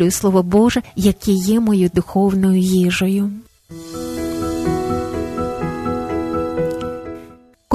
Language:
Ukrainian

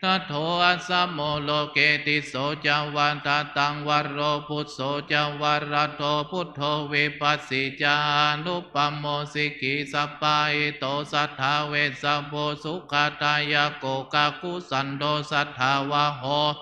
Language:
Pali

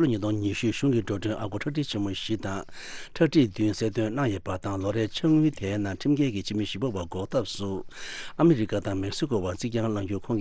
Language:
Tibetan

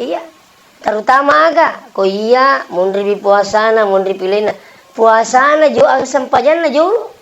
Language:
Buginese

